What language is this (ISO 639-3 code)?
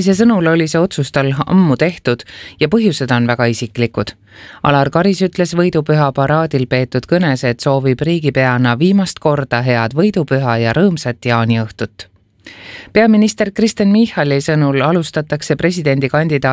est